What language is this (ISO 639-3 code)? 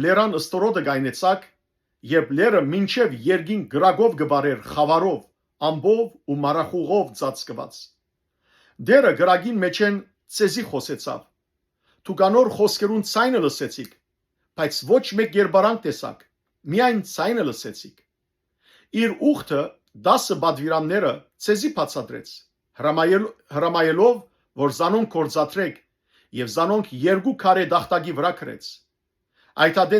hyw